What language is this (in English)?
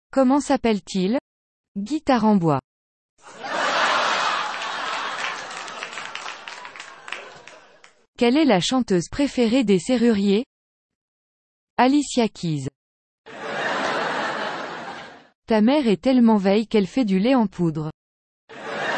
French